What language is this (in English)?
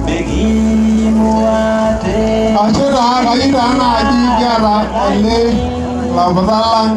Masai